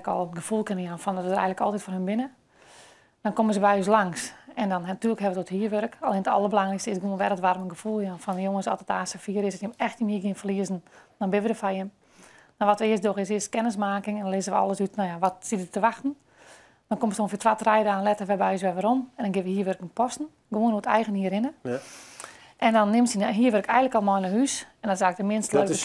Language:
Western Frisian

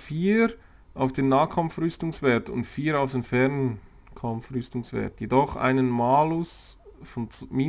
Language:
Swiss German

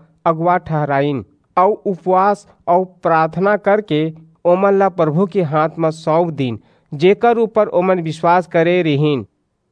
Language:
Chhattisgarhi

